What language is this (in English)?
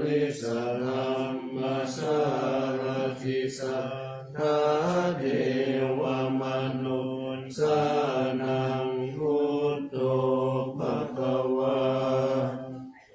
Pali